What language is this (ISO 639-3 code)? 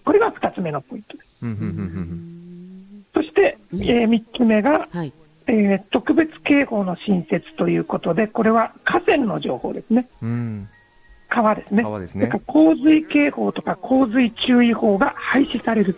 jpn